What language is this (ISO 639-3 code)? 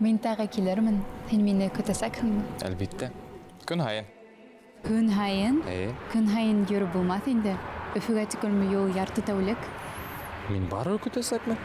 bak